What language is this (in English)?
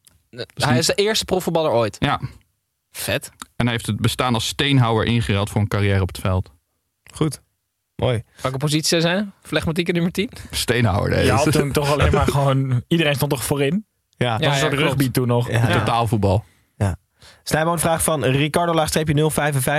Dutch